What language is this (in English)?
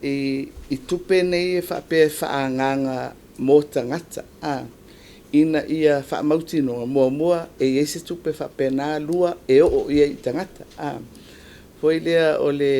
Samoan